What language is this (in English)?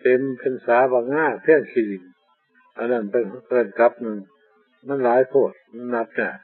Northeastern Thai